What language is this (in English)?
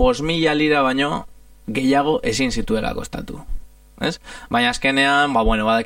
Basque